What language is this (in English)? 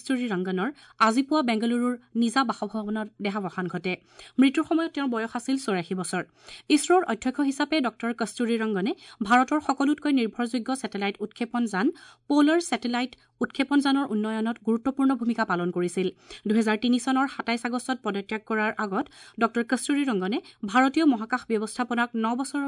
Assamese